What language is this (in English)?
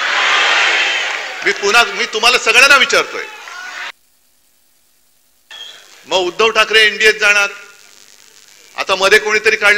Marathi